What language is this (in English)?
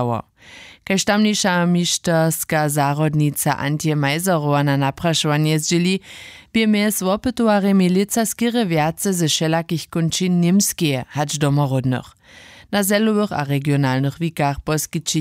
Upper Sorbian